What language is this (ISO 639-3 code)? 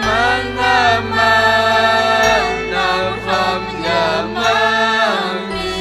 quy